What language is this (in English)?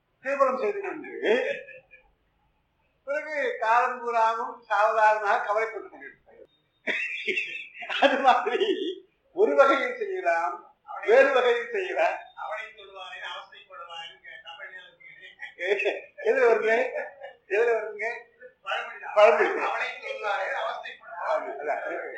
Tamil